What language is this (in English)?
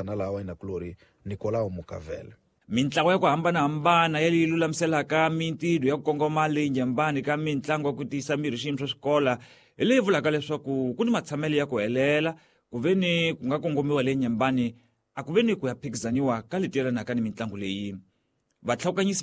Tsonga